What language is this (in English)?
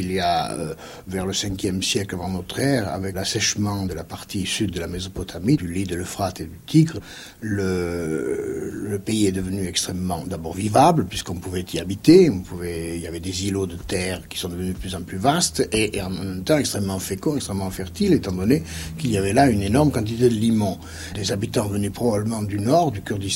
French